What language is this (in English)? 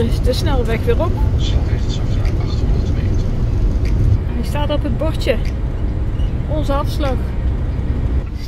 Dutch